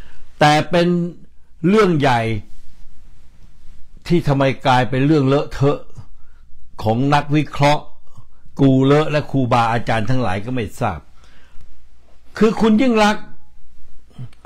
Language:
Thai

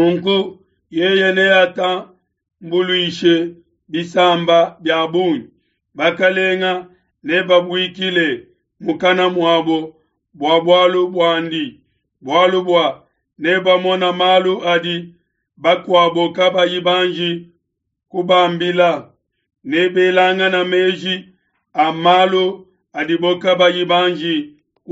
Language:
Luba-Lulua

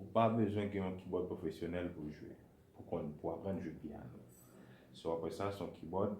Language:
Haitian Creole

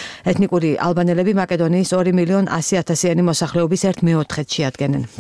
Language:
Georgian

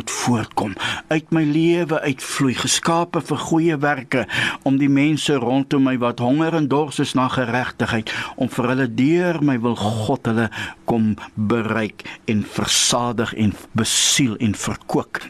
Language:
Afrikaans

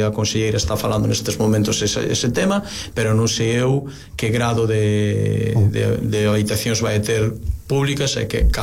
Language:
Galician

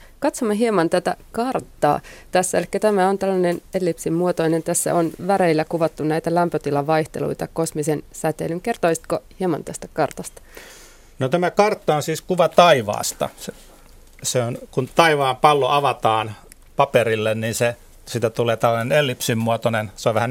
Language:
Finnish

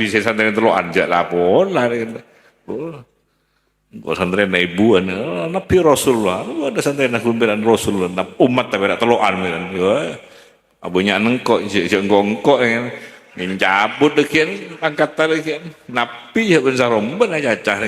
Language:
Madurese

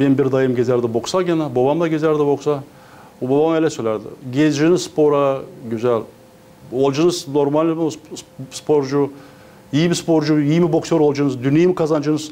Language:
Gagauz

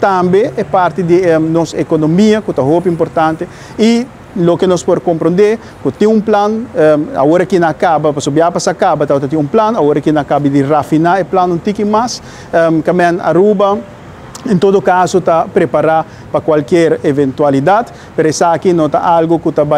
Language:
Papiamento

